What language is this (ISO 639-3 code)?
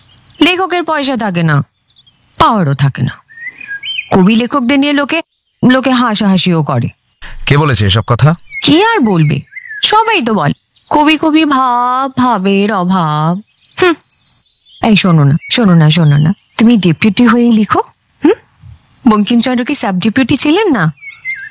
ben